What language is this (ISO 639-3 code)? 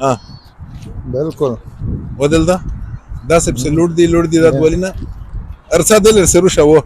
pus